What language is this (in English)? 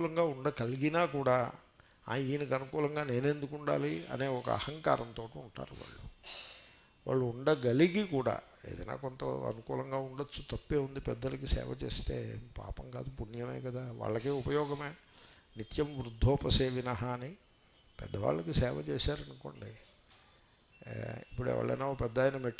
Telugu